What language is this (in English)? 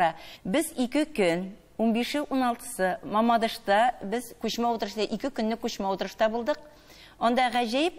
Tatar